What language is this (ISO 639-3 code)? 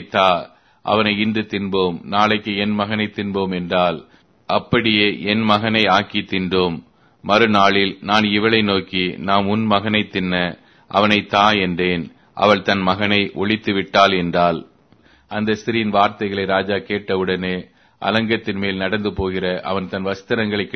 tam